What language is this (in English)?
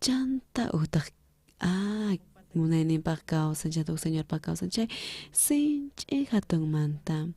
South Bolivian Quechua